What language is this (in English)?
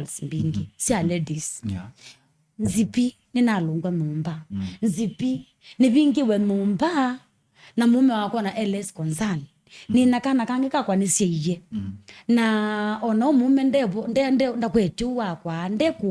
Kamba